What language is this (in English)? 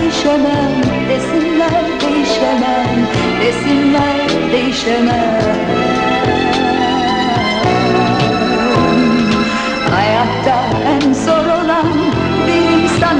Turkish